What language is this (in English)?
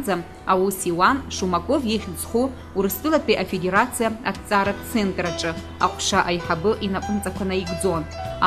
Abkhazian